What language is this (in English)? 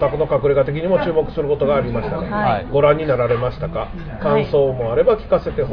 Japanese